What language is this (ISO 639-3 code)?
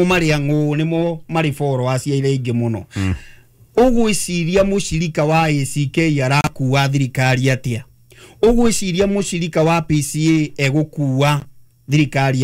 kik